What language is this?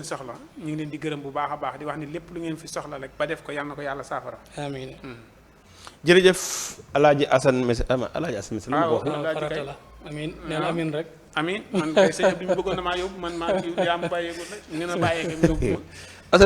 Wolof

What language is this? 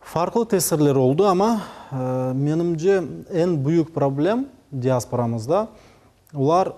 Crimean Tatar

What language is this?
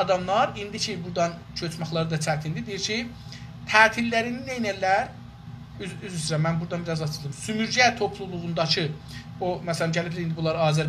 South Azerbaijani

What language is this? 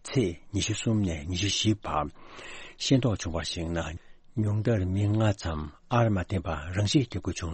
Tibetan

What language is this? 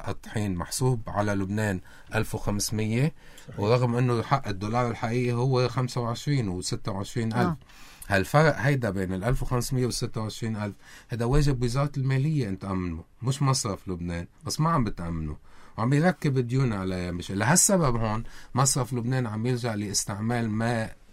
North Levantine Arabic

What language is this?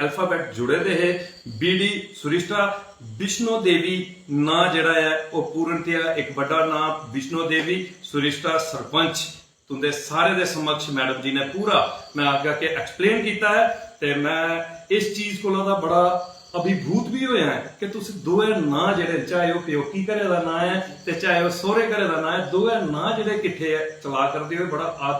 Dogri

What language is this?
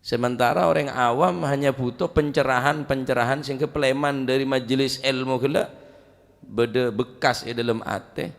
Madurese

